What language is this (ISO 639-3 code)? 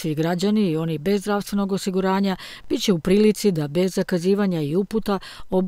srp